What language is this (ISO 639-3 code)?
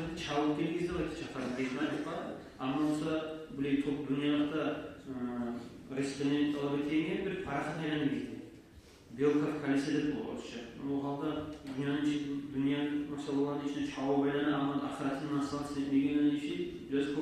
kum